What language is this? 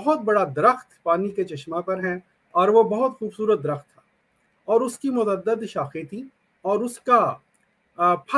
Urdu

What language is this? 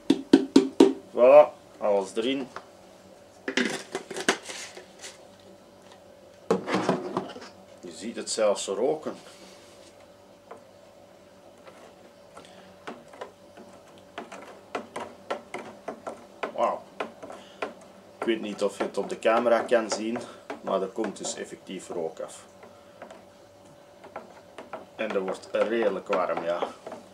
Dutch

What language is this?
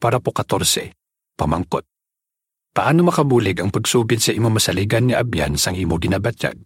Hiligaynon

